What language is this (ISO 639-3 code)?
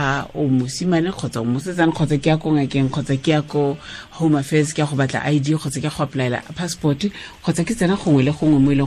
tsn